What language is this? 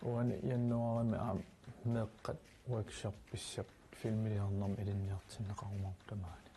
Kalaallisut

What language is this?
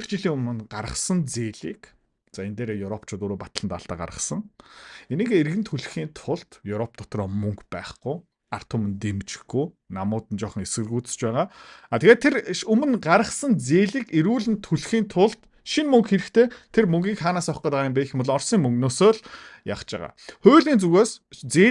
Mongolian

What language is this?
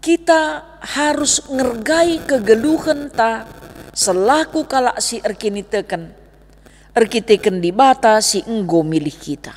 Batak Karo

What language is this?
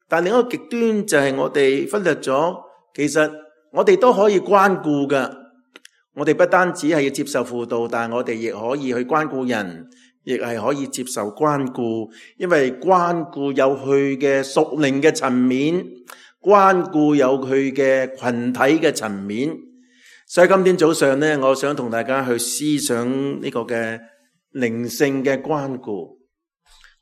Cantonese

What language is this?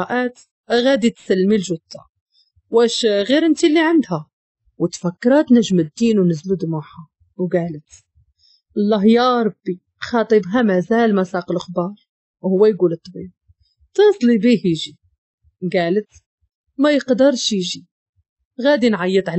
Moroccan Arabic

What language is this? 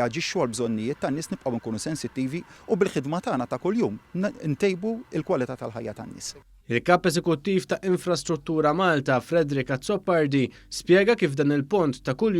Maltese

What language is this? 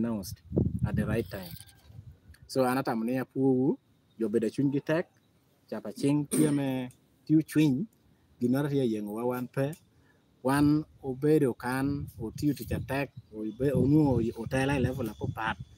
Lango (Uganda)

